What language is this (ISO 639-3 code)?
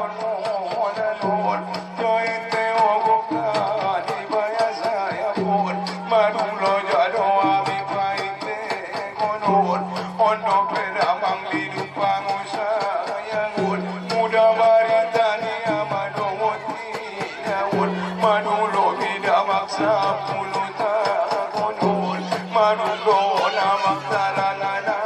akb